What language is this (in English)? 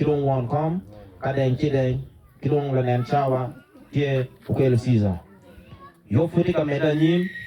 Acoli